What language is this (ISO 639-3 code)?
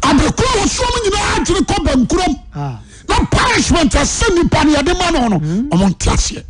aka